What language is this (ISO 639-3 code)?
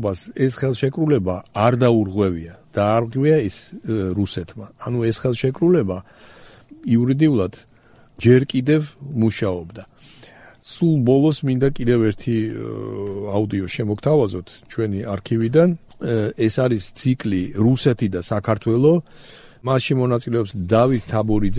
kat